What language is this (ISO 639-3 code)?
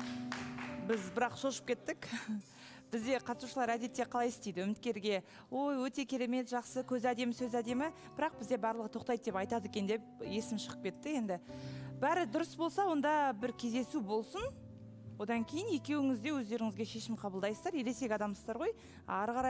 kaz